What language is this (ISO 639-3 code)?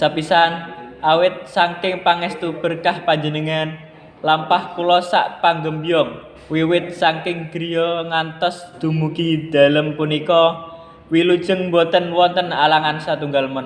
jav